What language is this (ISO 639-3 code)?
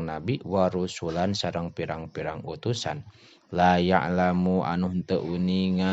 sun